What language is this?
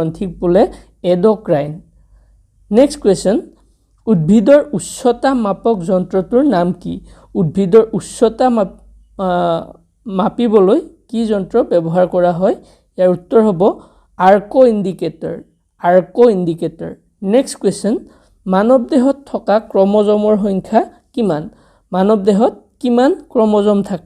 Assamese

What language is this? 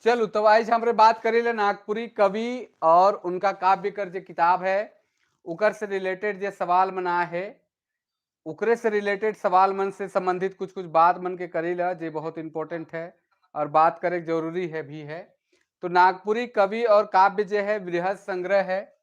Sadri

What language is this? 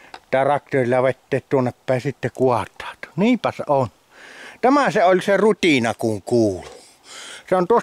Finnish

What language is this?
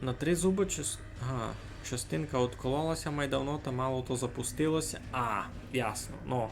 Rusyn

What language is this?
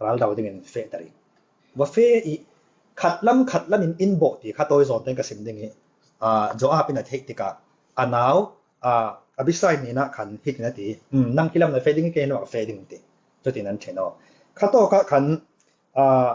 Falam Chin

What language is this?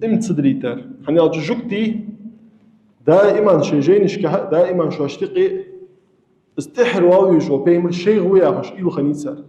Ingush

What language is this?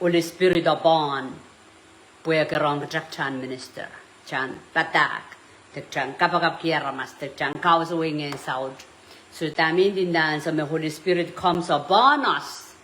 Pohnpeian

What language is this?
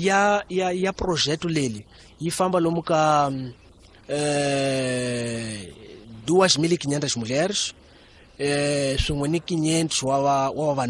Tsonga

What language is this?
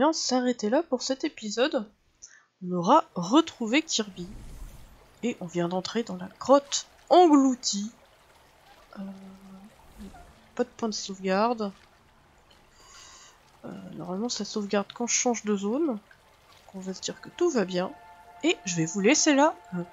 French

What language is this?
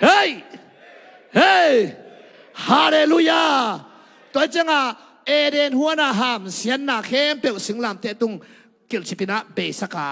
Tedim Chin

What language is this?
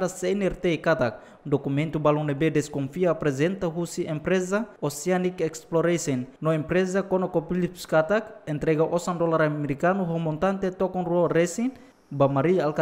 Tetum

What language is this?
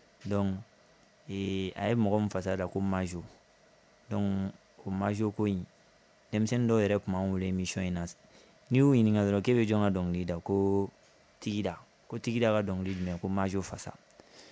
Bambara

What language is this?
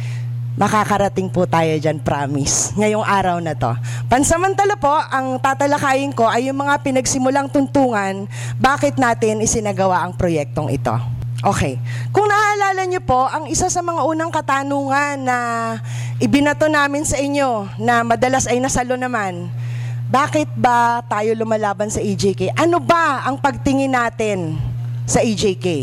Filipino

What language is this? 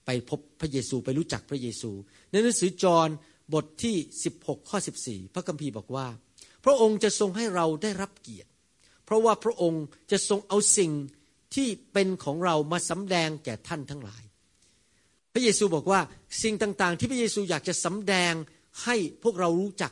Thai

